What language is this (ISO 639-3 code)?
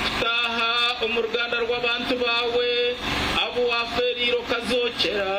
nyn